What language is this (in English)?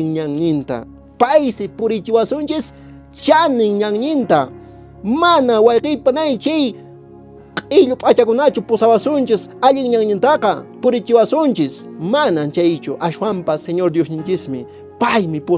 Quechua